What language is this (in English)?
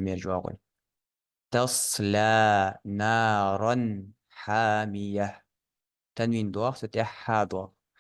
Ingush